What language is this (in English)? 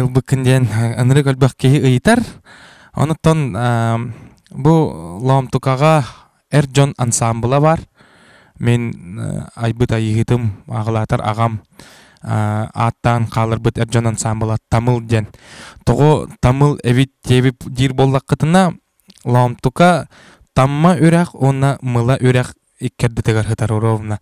Yakut